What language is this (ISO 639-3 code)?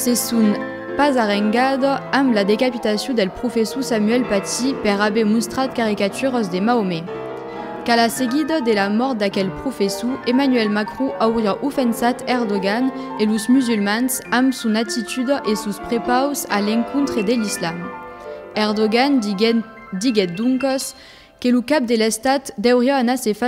oci